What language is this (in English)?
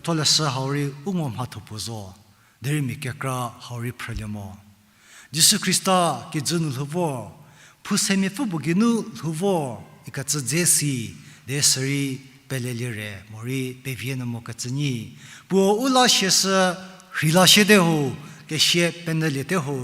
Angami Naga